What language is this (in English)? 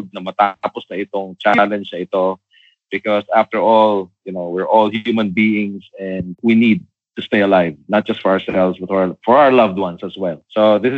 Filipino